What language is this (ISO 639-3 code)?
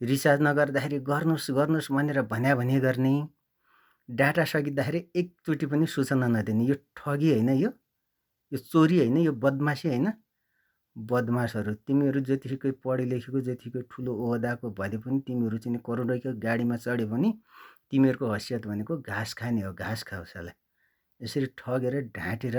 nep